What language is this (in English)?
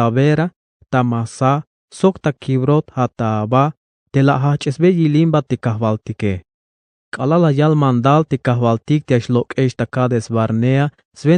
Tzeltal